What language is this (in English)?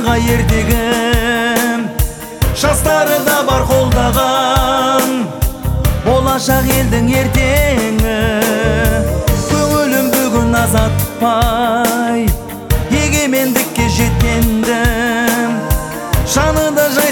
Kazakh